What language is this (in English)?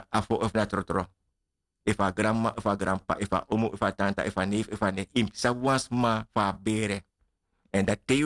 Sranan Tongo